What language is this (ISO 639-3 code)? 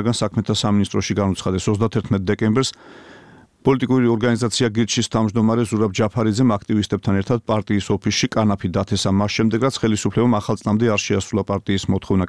kat